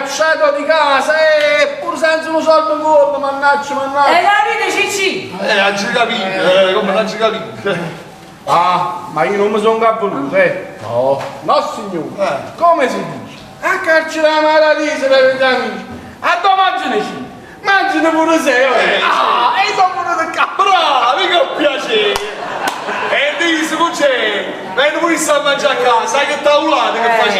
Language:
Neapolitan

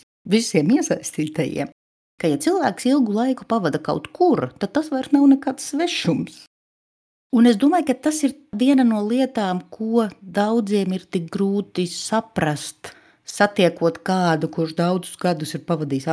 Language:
Latvian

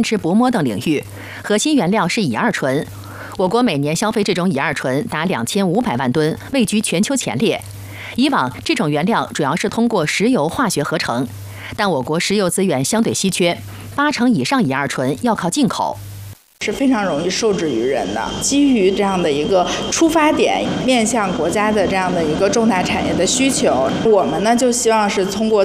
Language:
Chinese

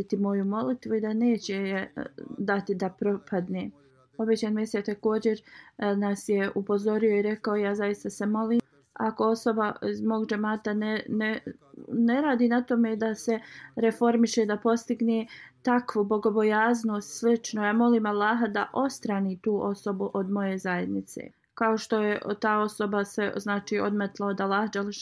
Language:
Bosnian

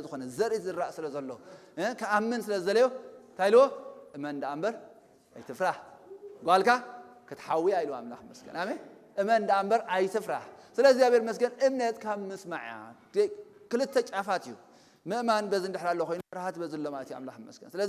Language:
Tigrinya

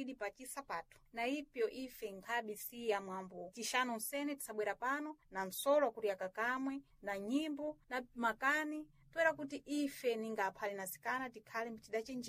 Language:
Sena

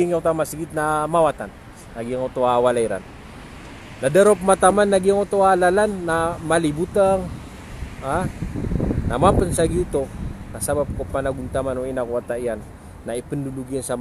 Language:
Maranao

